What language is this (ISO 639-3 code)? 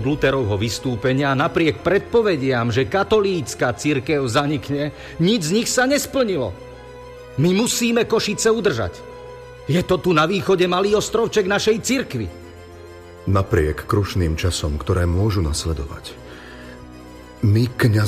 slk